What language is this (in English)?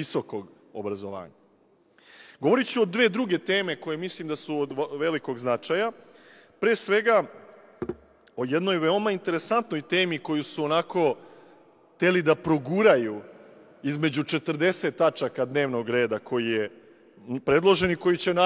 Serbian